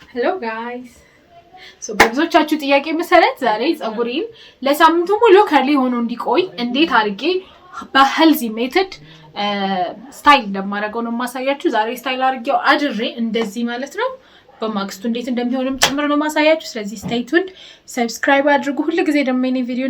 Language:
Amharic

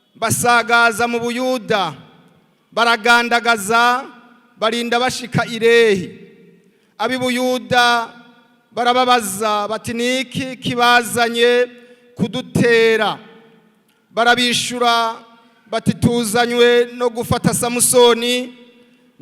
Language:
Rundi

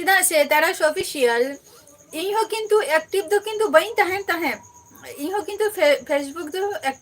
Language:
Santali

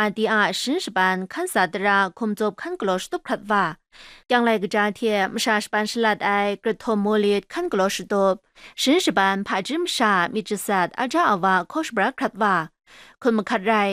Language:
Kachin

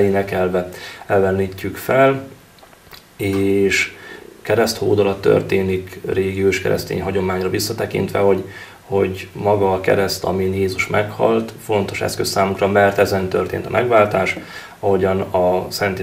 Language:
Hungarian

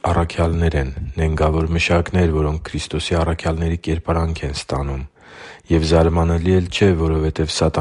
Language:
Armenian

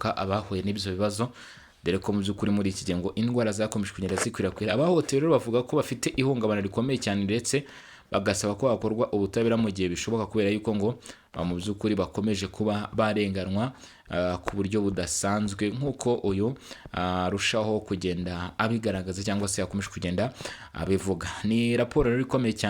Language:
Kinyarwanda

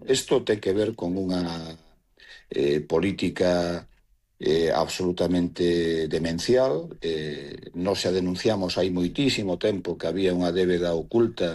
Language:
Galician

